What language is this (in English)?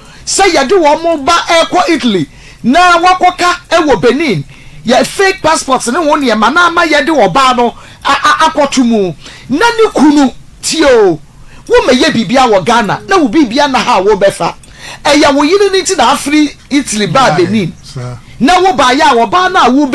Akan